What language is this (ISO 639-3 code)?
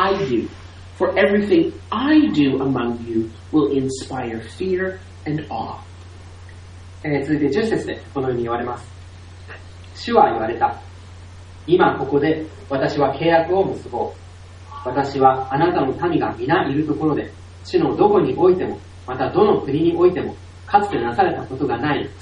jpn